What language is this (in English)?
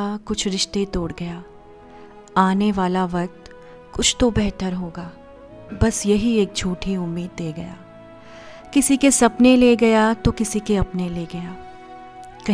Hindi